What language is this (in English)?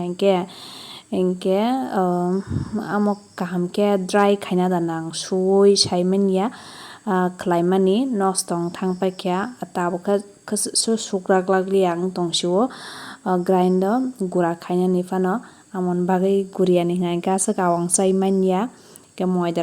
Kok Borok